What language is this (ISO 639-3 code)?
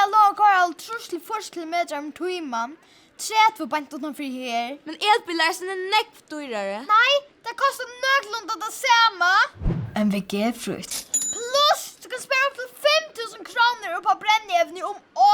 fao